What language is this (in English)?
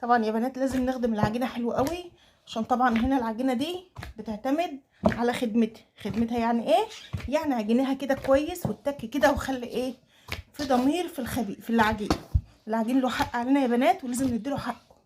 Egyptian Arabic